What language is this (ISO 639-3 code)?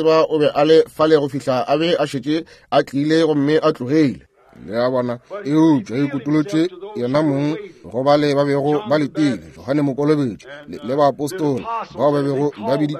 nso